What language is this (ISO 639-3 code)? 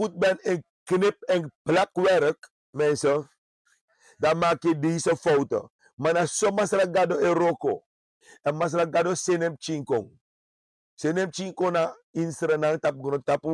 srn